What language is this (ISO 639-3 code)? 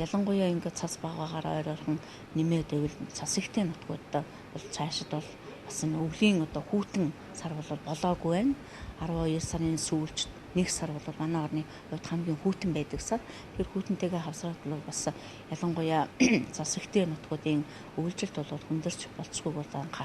mon